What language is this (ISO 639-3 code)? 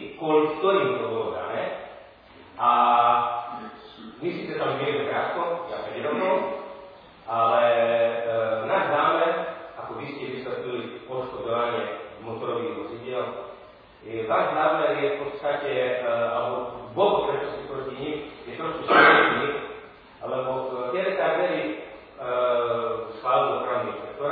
slk